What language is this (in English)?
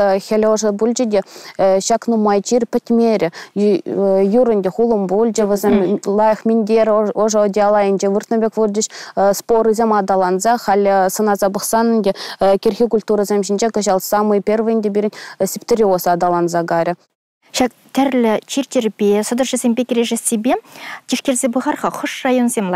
Chuvash